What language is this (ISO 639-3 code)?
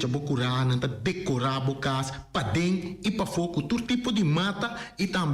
pap